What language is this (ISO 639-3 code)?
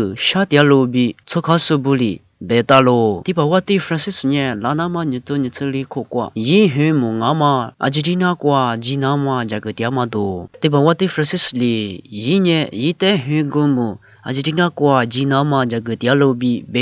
lis